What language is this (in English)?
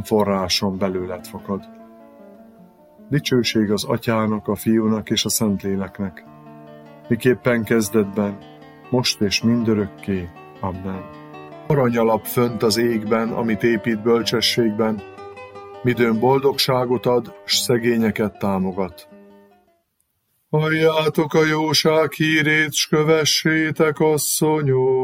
Hungarian